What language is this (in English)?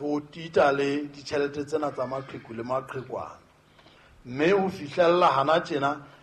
Southern Sotho